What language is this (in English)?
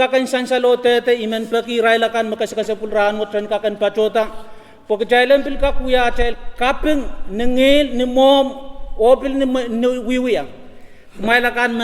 Pohnpeian